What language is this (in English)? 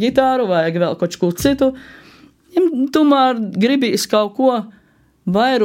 Latvian